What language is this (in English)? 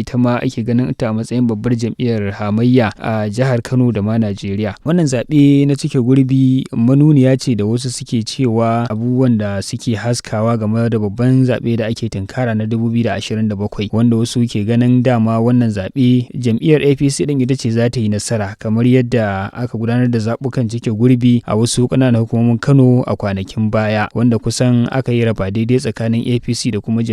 Hausa